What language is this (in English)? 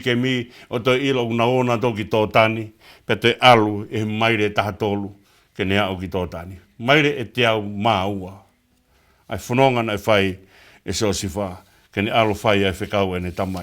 Tongan